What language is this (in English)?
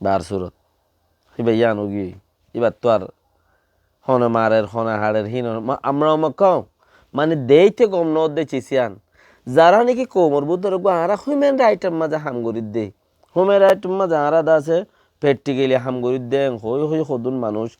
Rohingya